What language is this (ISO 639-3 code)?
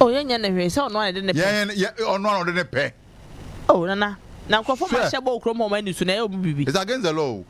aka